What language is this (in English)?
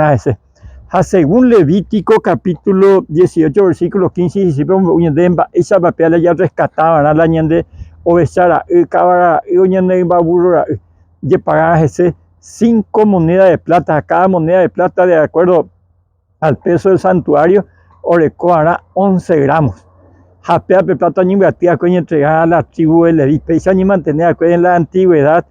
Guarani